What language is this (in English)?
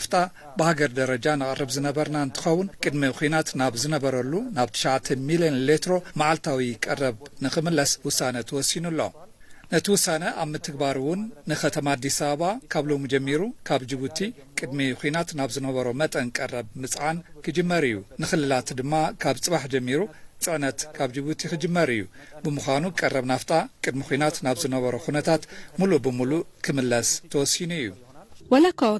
Tigrinya